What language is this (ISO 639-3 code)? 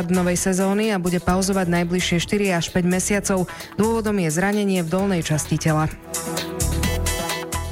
slk